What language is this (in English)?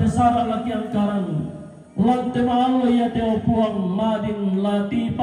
Toraja-Sa'dan